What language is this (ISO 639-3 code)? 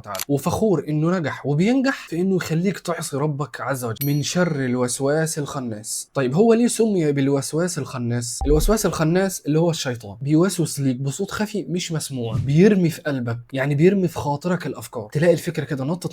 arz